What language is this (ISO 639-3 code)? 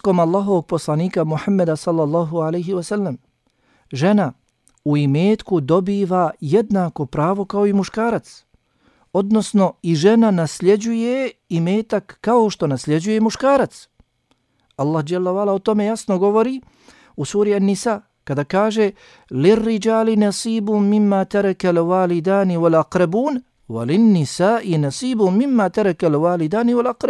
bos